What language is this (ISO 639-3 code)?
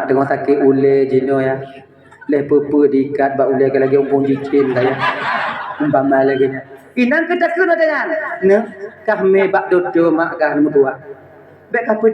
ace